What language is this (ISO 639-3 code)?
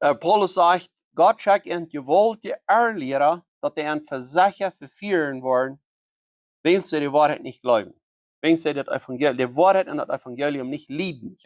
pdt